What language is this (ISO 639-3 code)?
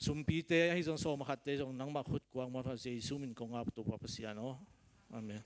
ctd